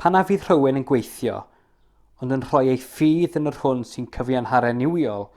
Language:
Welsh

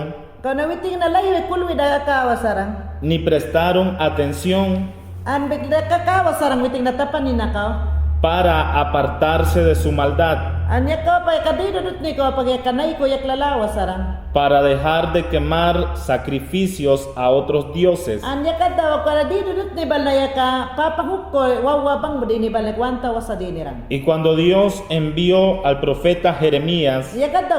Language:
Mayangna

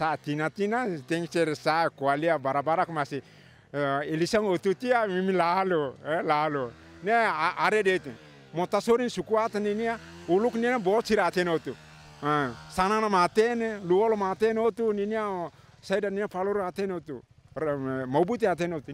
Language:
Tetum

